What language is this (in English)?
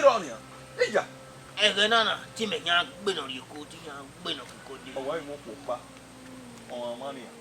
Bini